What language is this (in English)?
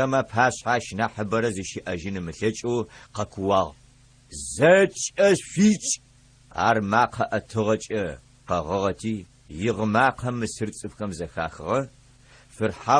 Adyghe